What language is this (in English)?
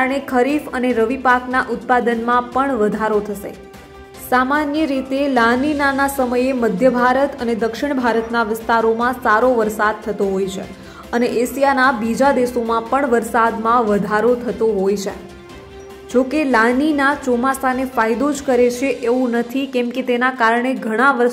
Gujarati